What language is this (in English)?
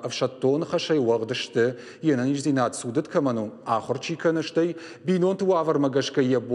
Ossetic